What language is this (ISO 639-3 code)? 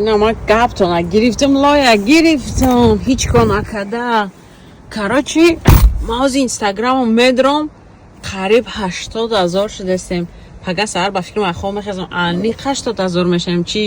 tgk